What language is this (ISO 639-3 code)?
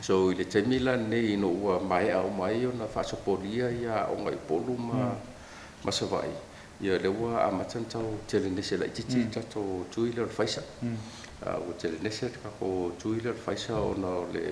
smo